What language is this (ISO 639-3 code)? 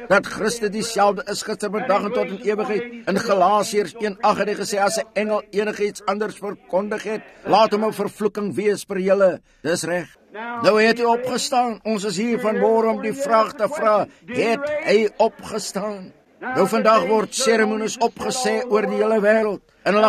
afr